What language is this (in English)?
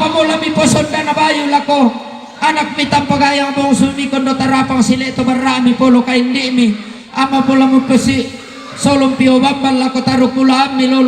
Toraja-Sa'dan